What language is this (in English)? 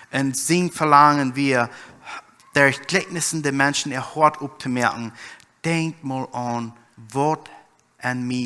Plautdietsch